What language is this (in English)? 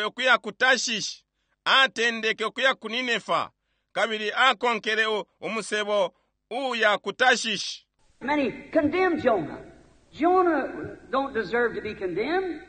Bemba